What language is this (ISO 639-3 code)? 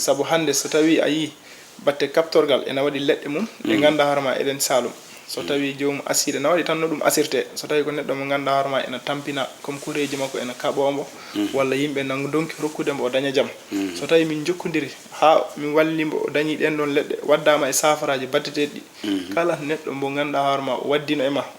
ful